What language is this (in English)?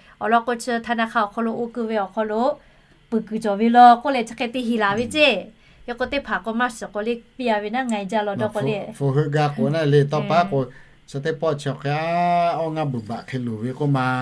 Lahu